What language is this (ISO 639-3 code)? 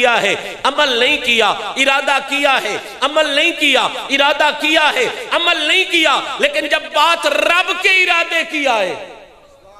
urd